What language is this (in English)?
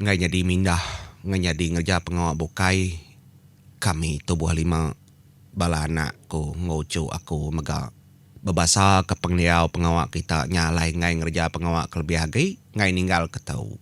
Iban